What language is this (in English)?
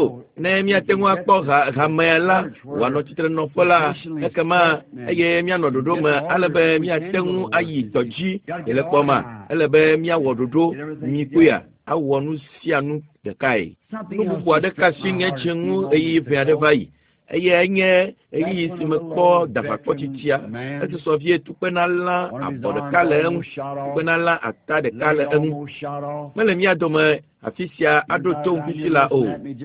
Ewe